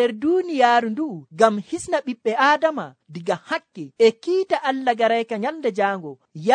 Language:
Nigerian Fulfulde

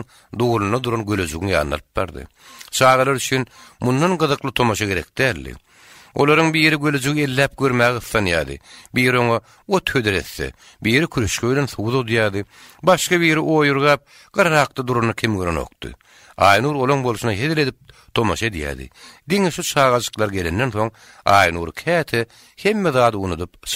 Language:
Turkmen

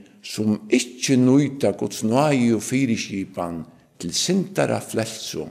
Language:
Faroese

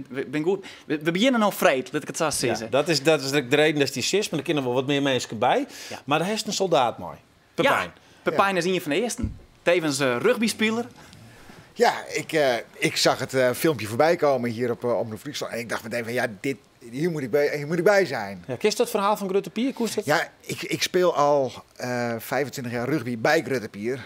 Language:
Western Frisian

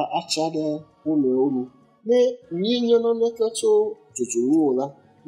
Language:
Ewe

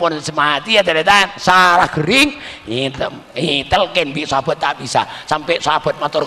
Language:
Madurese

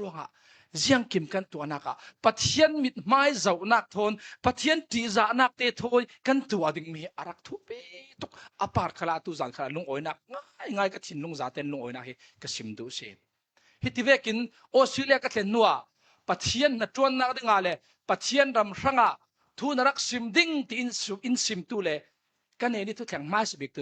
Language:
Falam Chin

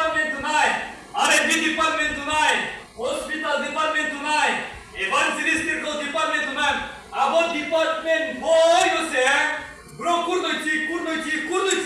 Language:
Riang (India)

